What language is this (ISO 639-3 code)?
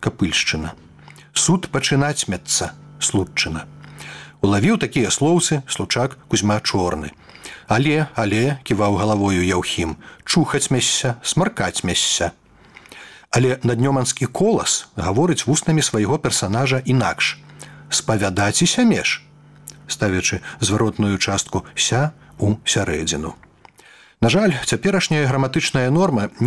bel